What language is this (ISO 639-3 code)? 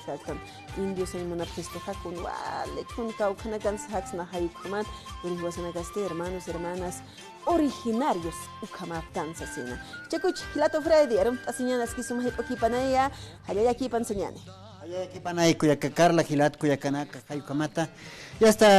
aym